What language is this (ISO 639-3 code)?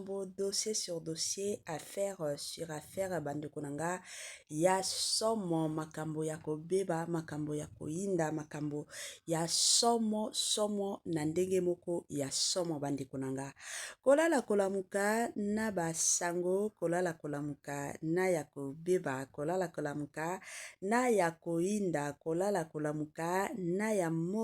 lin